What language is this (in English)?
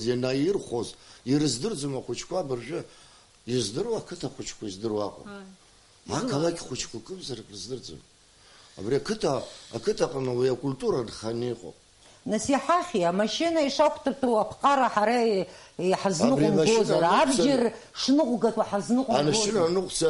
Abkhazian